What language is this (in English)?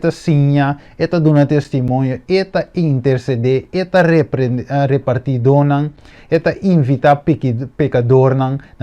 Papiamento